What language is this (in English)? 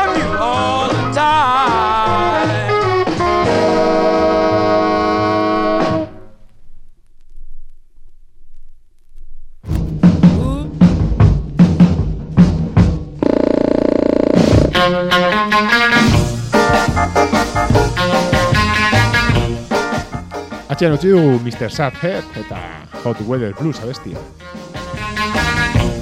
Basque